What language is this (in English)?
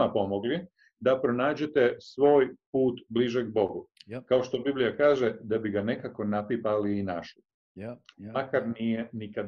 Croatian